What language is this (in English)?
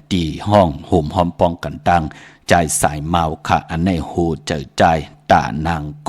Shan